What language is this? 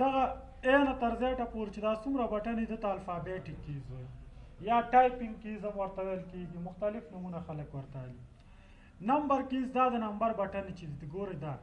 Pashto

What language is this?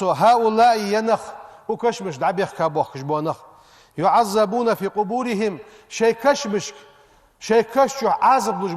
Ingush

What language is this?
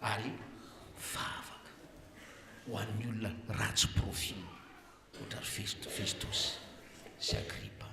Malagasy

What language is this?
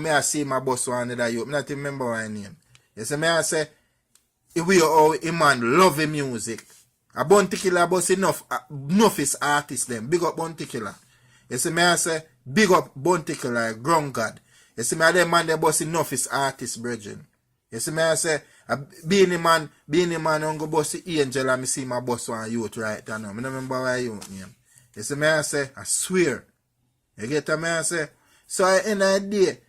Jamaican Creole English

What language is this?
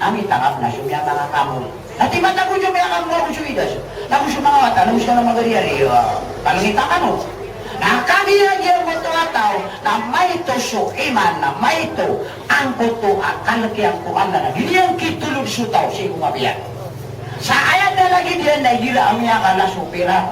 Maranao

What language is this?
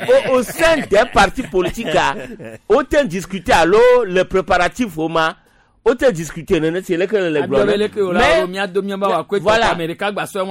Gen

